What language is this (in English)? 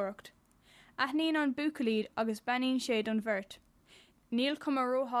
Irish